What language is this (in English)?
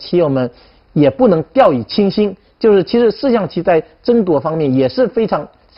Chinese